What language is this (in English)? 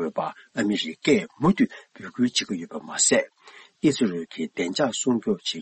Tibetan